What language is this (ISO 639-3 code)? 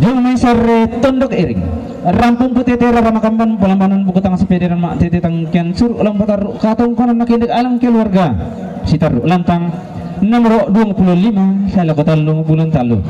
sda